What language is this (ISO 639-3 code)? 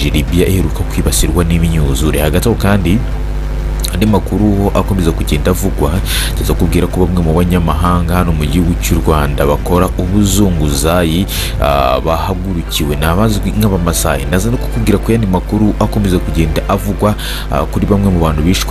kin